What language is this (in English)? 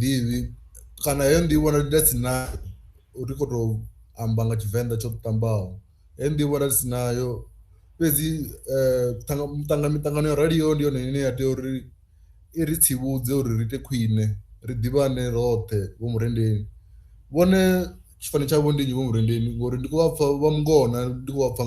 Venda